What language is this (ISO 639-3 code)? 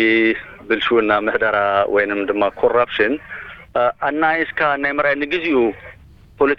tir